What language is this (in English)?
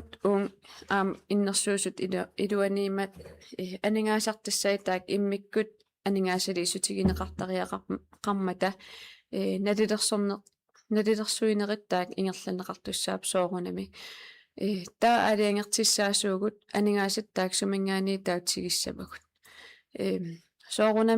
Kalaallisut